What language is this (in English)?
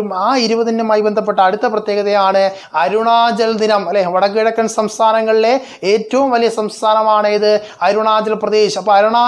Malayalam